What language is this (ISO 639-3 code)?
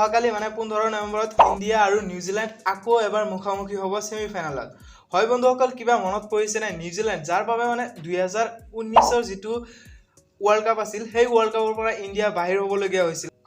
asm